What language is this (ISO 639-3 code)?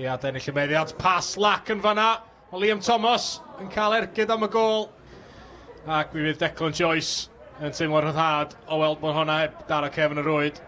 cym